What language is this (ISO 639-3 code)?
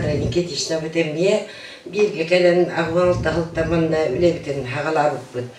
sah